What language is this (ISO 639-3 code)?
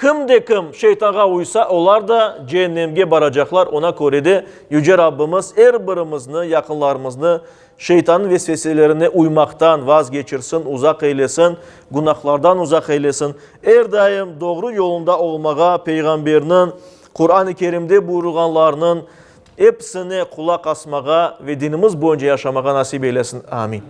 crh